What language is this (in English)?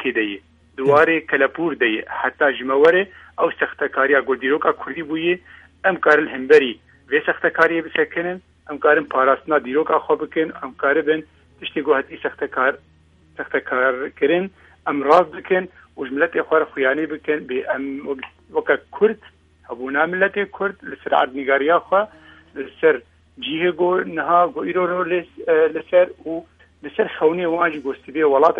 Kurdish